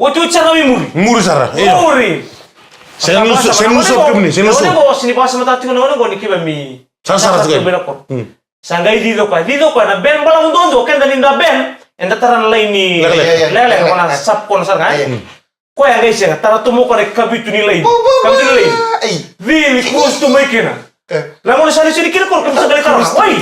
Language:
Fijian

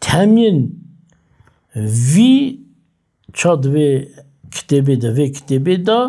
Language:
Kurdish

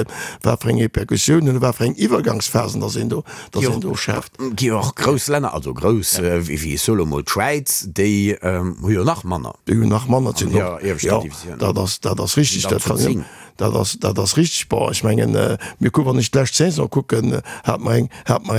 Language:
Luxembourgish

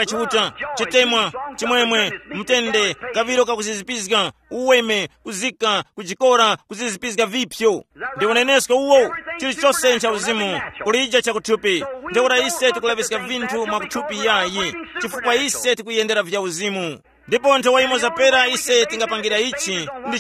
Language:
Tumbuka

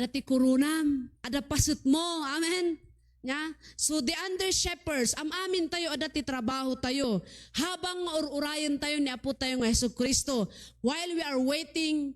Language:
Iloko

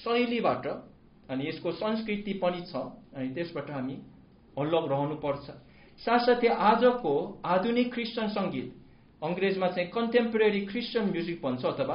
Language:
Nepali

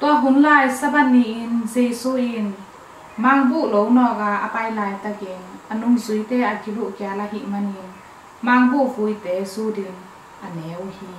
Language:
Tedim Chin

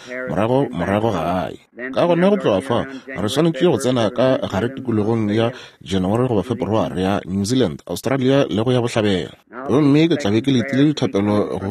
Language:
Northern Sotho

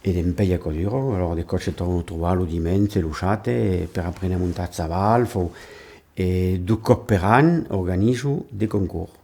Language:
Occitan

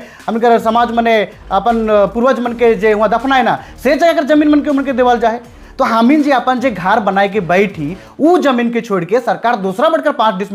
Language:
Sadri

